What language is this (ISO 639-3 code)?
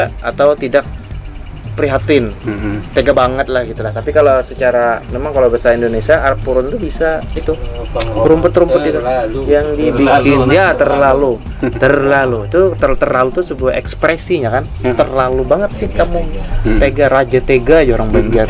bjn